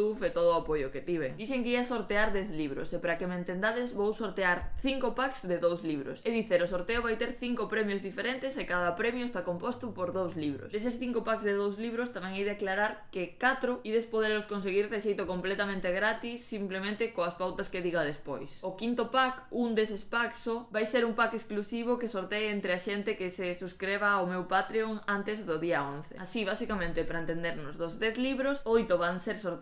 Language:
Galician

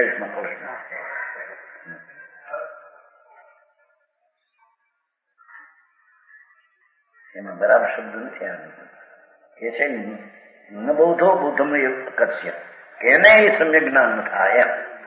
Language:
Gujarati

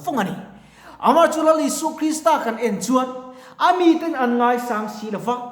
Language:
Mizo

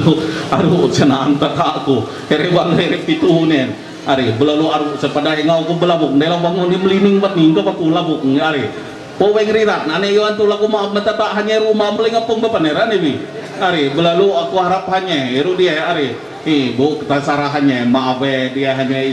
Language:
Ma'anyan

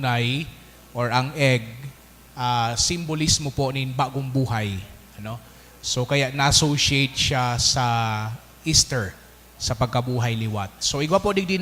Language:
Bikol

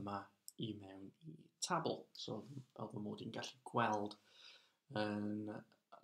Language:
Welsh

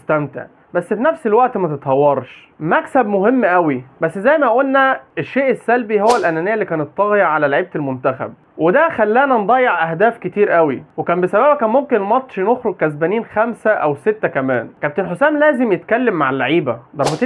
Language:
Egyptian Arabic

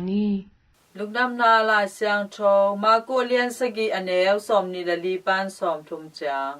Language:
Tedim Chin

